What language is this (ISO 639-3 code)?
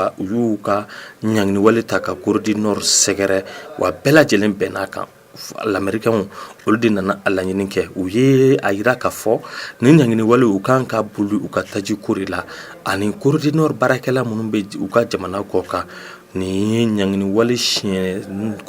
bam